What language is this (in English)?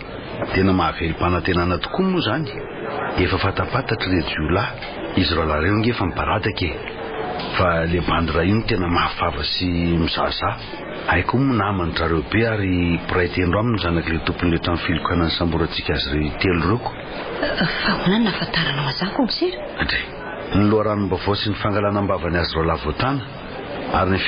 Malagasy